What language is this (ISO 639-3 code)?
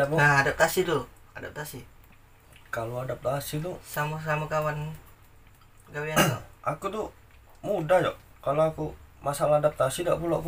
mui